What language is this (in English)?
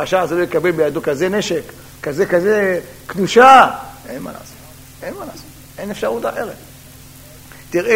Hebrew